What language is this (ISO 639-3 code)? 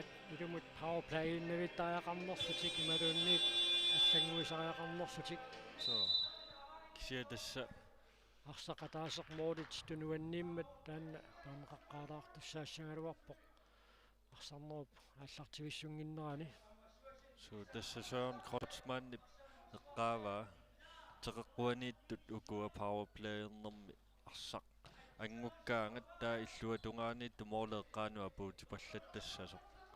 kal